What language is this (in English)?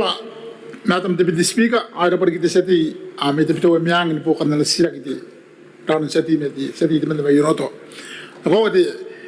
Gilbertese